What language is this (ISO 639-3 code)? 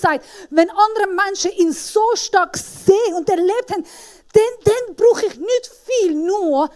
gsw